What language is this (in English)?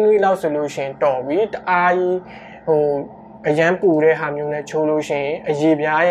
Burmese